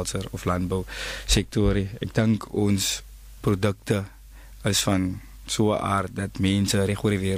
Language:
Afrikaans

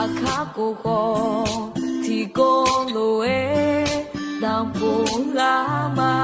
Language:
Akha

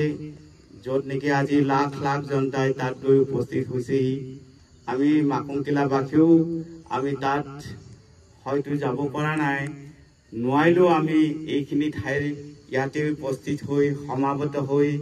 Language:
Assamese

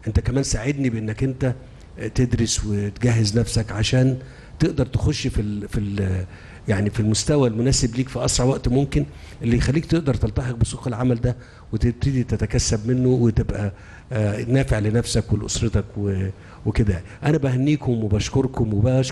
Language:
Egyptian Arabic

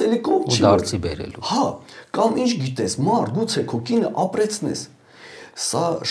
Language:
Armenian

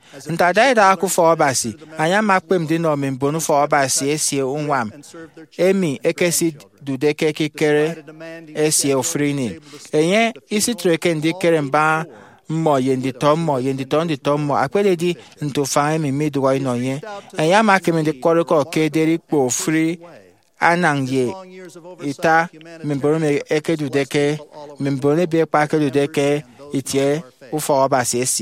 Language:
Efik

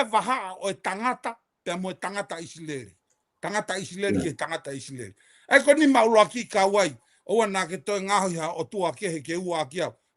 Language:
Tongan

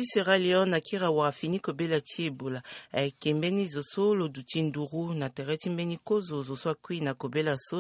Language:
Sango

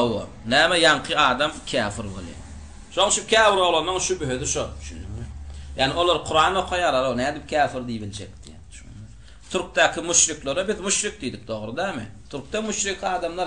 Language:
Turkmen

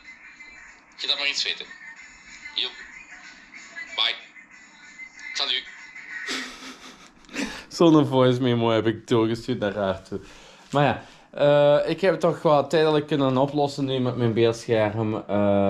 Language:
Dutch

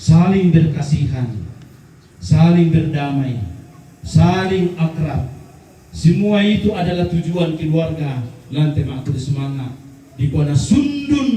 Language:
Toraja-Sa'dan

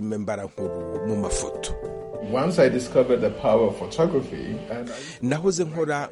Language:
Kinyarwanda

